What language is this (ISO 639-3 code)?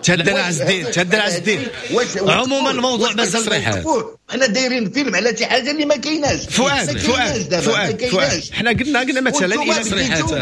ary